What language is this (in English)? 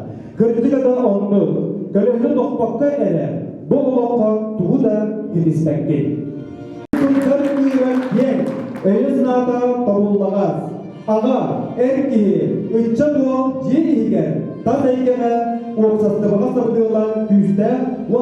Yakut